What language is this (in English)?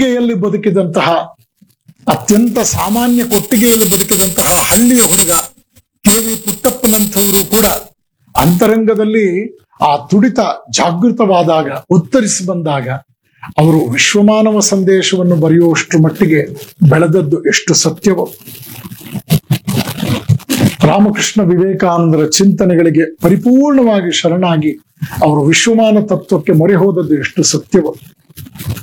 Kannada